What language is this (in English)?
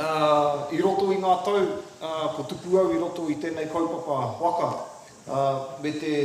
Māori